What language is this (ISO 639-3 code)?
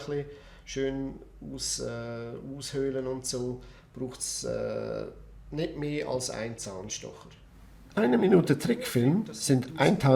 gsw